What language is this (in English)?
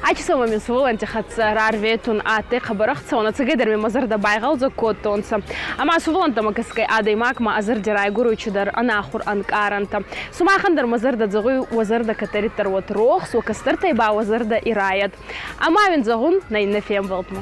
Ossetic